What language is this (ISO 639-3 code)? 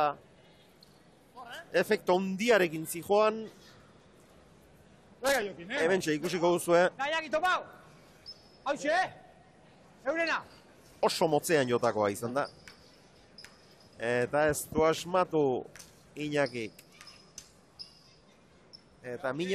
eus